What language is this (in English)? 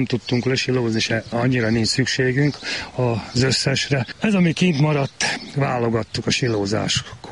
Hungarian